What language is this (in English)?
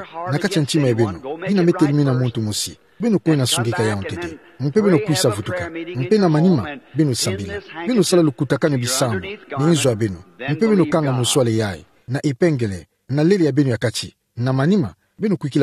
Kituba (Democratic Republic of Congo)